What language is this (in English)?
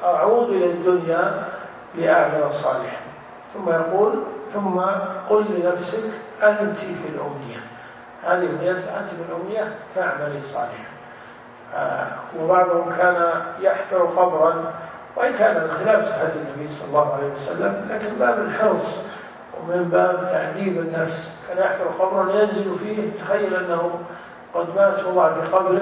Arabic